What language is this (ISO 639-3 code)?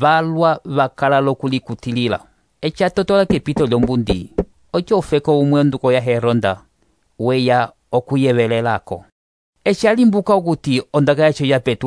umb